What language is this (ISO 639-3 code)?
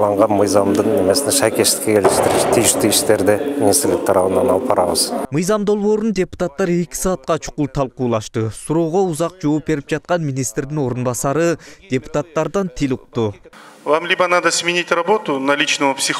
kir